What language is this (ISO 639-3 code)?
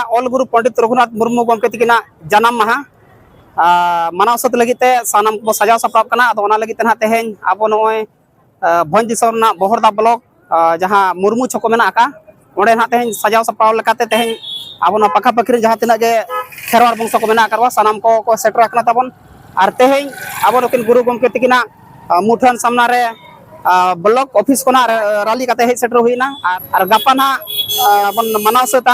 sat